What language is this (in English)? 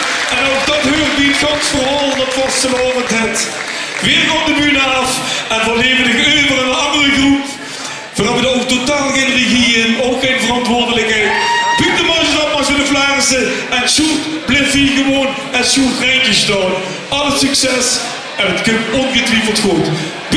Limburgish